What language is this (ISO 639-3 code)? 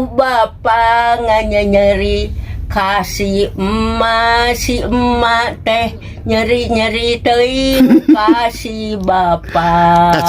sun